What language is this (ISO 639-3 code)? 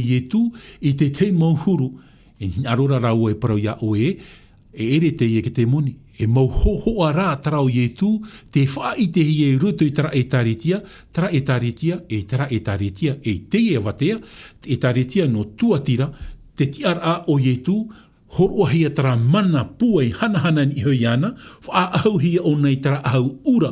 tah